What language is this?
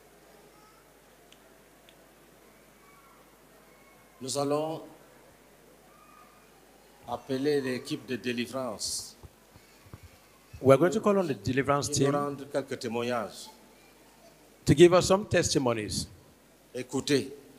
French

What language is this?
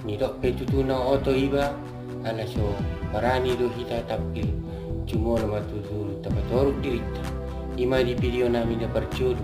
Batak Toba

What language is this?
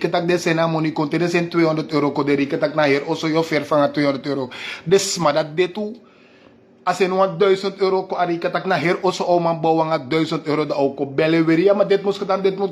Sranan Tongo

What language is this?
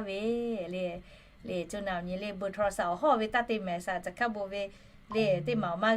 Lahu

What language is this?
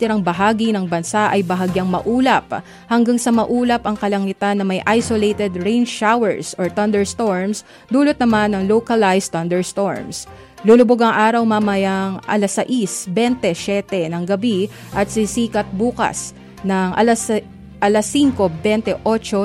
Filipino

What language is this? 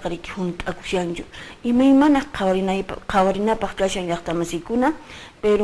Quechua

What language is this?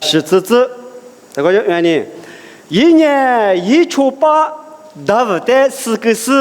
Lisu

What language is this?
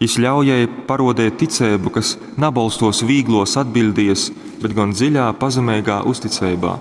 Latgalian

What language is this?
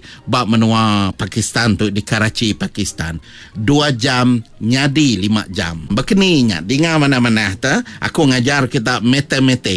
Iban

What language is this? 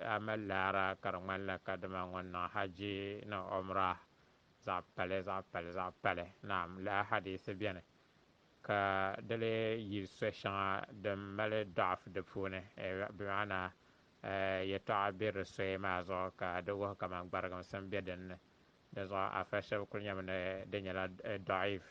Dagbani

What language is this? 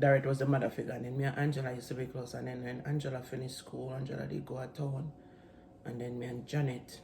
Jamaican Creole English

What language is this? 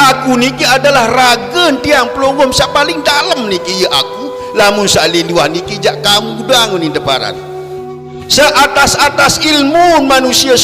Sasak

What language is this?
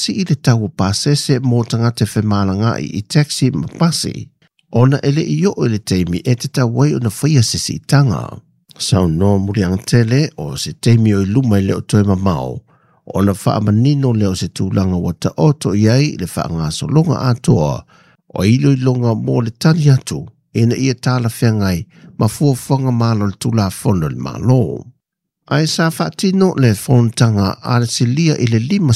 Samoan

